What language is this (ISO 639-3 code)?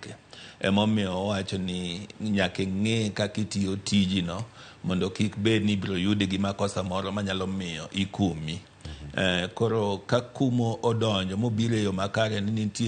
luo